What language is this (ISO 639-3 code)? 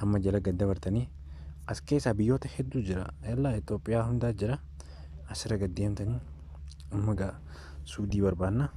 orm